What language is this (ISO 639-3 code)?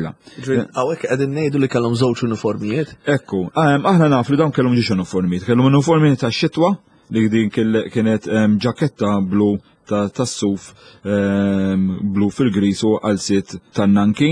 mlt